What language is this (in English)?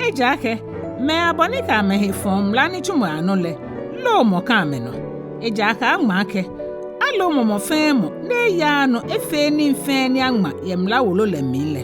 Ga